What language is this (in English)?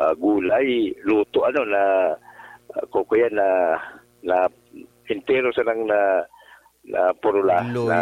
Bikol